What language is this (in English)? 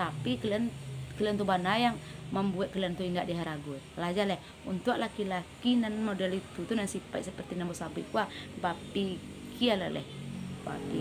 Minangkabau